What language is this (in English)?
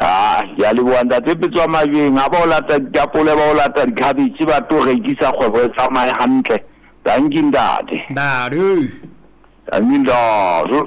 Southern Sotho